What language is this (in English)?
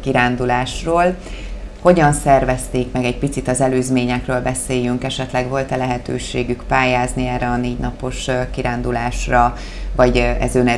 Hungarian